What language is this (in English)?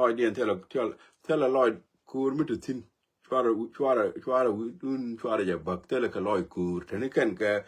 Nuer